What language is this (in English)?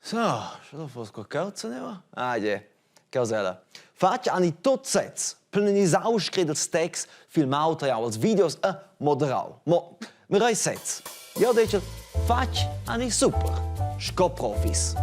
Romansh